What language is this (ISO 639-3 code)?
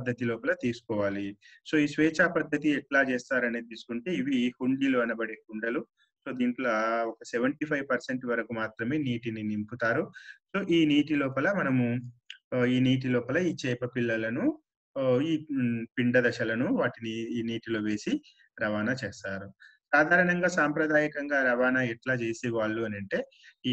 tel